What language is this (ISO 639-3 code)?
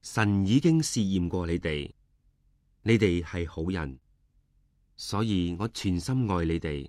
yue